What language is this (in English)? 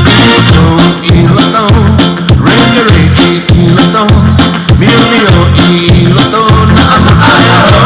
Tongan